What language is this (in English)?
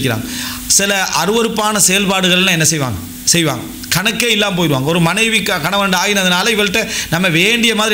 Tamil